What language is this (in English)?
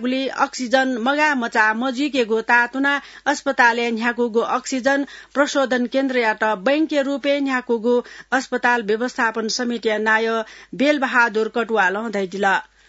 Newari